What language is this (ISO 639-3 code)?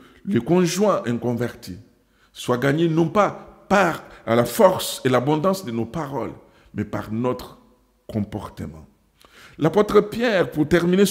fra